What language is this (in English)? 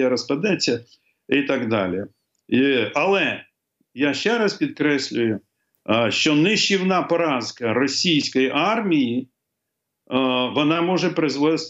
Ukrainian